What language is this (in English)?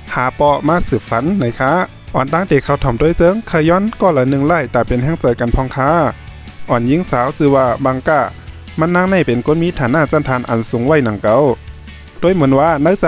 Shan